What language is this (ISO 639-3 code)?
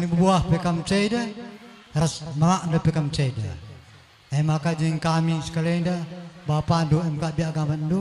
btx